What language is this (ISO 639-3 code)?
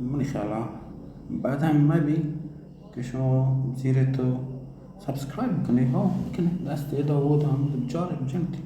bal